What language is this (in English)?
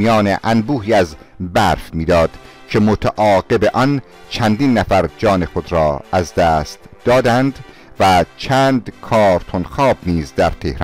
Persian